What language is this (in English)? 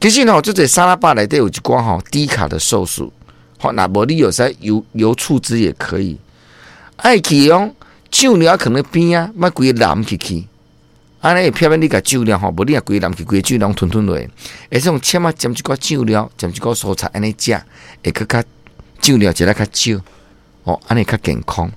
Min Nan Chinese